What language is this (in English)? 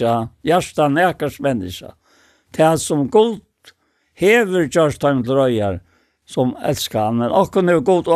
Faroese